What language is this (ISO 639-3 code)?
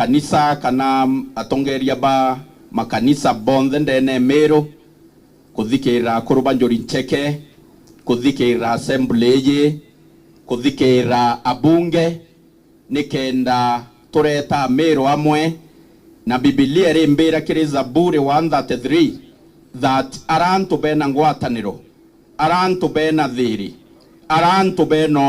mer